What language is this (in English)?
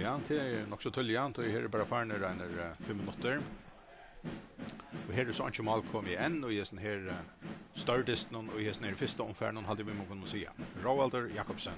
Faroese